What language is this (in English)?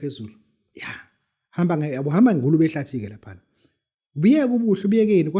Zulu